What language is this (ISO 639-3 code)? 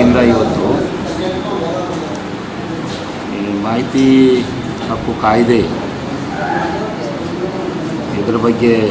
kan